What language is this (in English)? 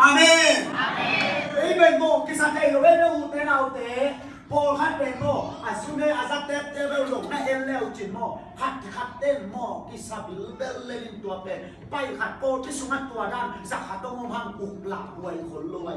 Tedim Chin